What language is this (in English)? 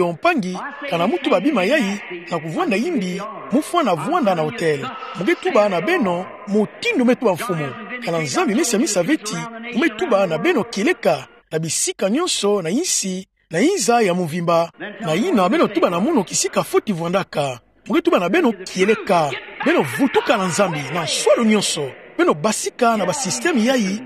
Kituba (Democratic Republic of Congo)